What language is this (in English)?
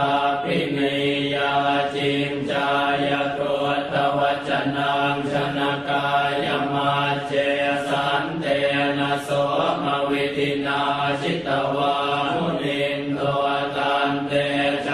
Pali